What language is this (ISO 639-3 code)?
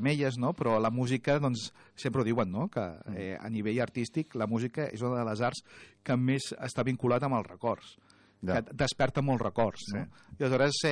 cat